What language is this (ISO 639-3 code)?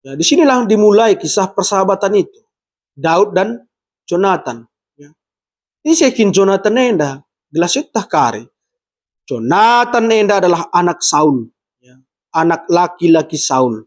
btx